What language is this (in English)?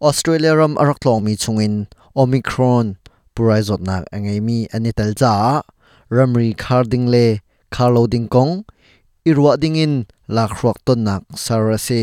Hakha Chin